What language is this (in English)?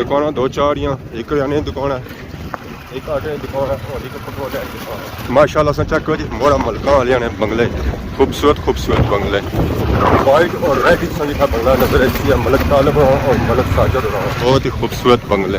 Pahari-Potwari